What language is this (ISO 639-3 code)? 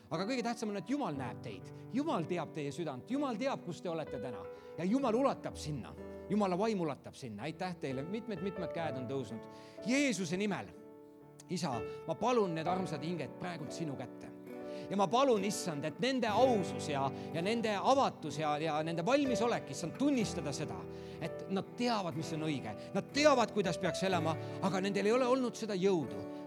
est